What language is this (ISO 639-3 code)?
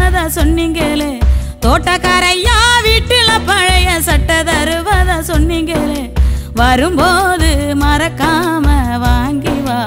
tam